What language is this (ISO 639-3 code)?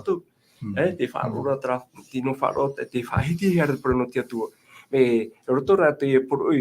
tah